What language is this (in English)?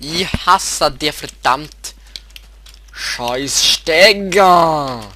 Swiss German